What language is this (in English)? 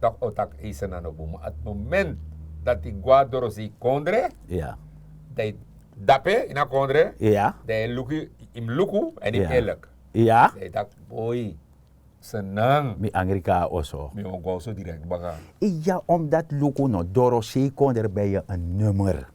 Sranan Tongo